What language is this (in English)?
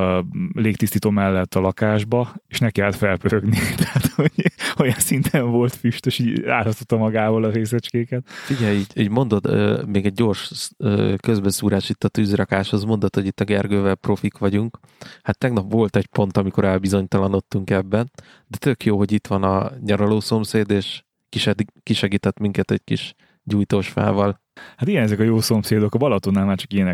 Hungarian